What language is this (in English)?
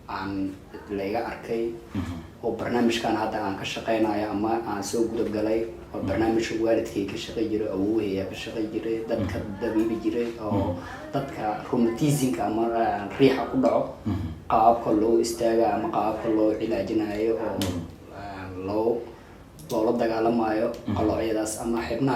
Somali